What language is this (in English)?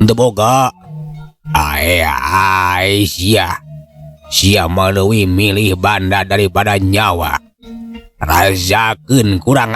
Sundanese